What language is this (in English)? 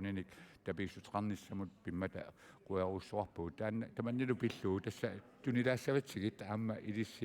Kalaallisut